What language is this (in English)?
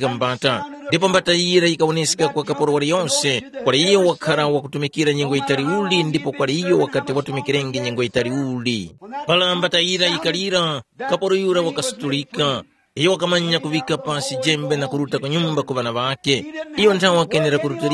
Tumbuka